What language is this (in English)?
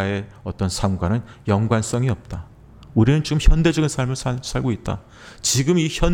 Korean